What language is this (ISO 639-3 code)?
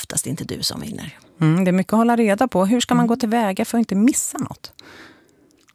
swe